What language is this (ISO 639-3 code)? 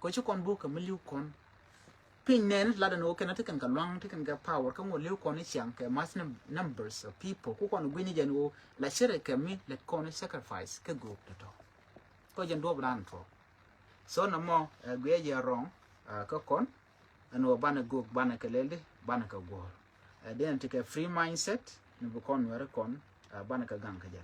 nus